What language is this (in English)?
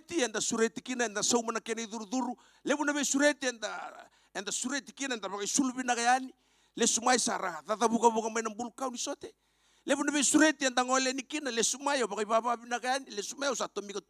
Fijian